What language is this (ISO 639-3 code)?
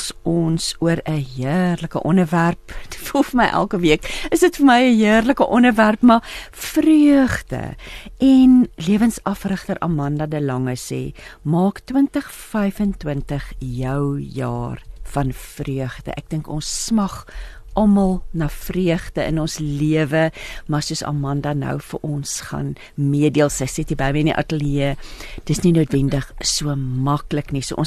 afr